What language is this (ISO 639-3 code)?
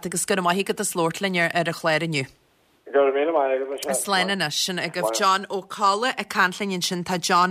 gle